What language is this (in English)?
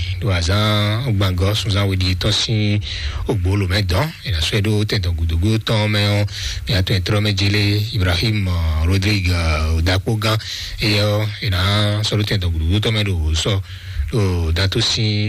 Fon